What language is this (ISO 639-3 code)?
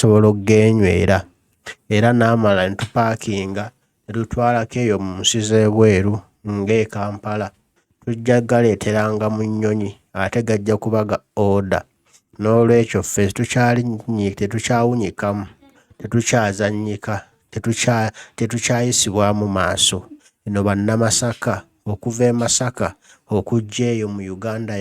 lug